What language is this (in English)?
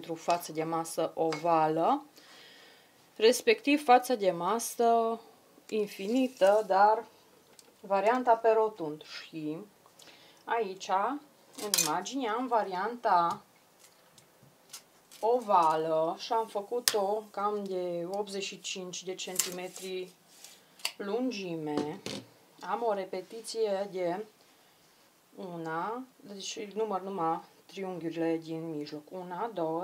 Romanian